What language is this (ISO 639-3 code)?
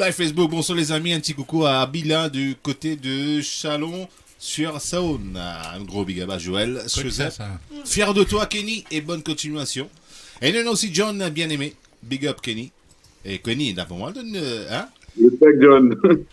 mfe